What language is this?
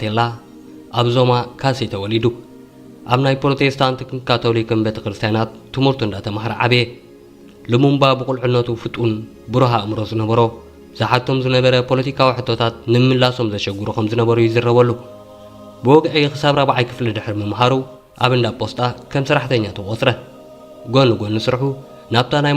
Tigrinya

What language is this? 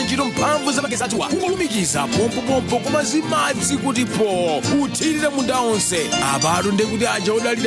Nyanja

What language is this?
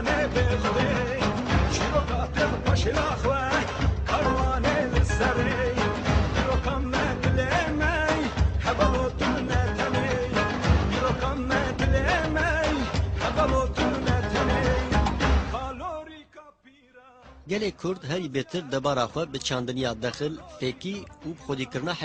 Kurdish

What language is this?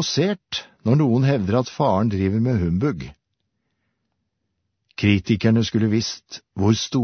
Norwegian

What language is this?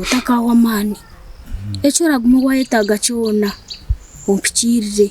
Nyankole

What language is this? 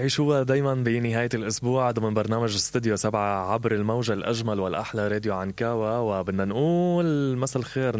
Mesopotamian Arabic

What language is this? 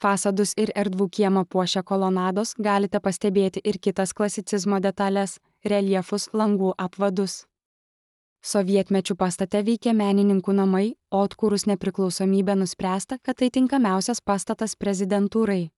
Lithuanian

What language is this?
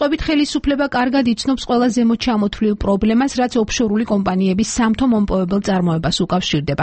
Georgian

